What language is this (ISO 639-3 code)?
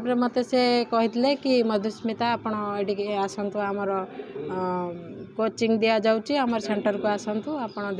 ori